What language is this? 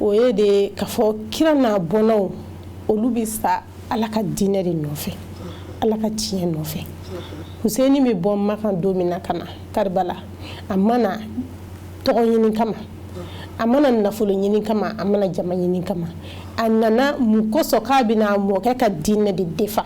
Bambara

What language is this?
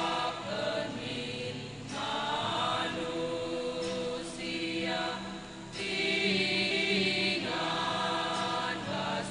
Batak Karo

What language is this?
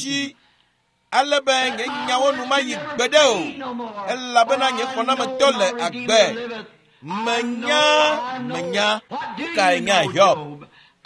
Ewe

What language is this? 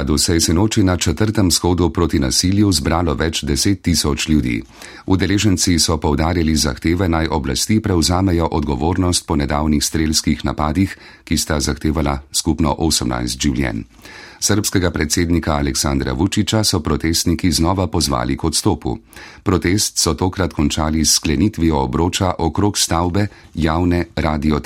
Slovenian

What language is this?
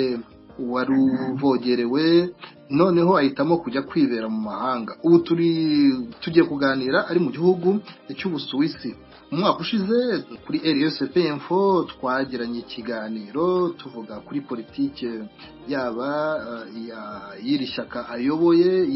Kinyarwanda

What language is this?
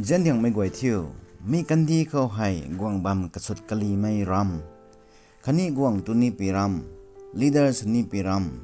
Rongmei Naga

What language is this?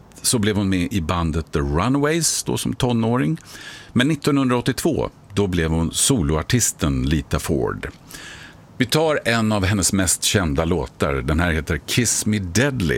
Swedish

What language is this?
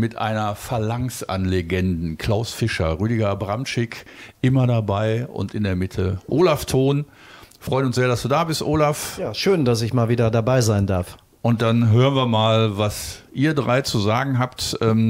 German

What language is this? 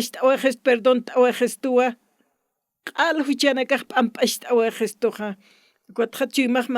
Aymara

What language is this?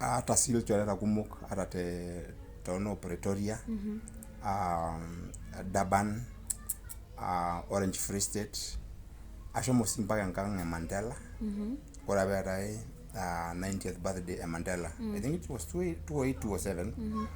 Masai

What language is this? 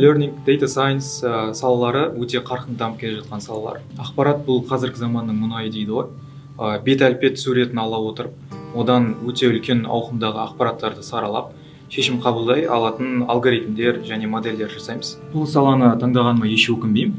Kazakh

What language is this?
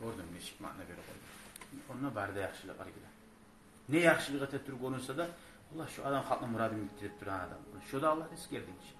Kumyk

